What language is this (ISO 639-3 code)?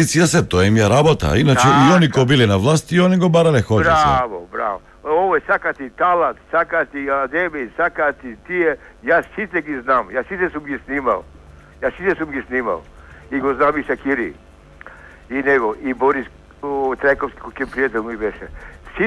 mkd